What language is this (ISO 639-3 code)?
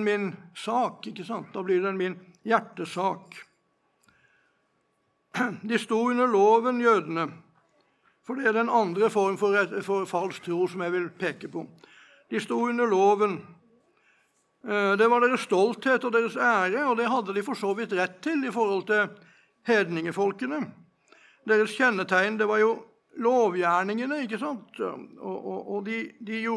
nor